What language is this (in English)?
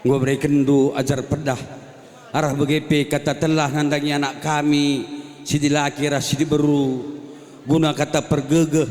Batak Karo